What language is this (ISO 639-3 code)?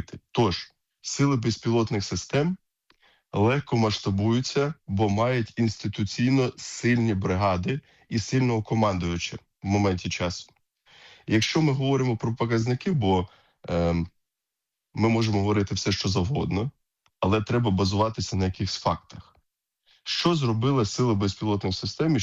ukr